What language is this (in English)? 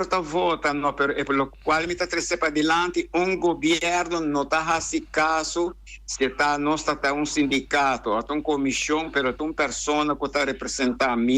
Papiamento